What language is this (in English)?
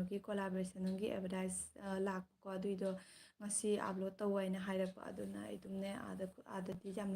Manipuri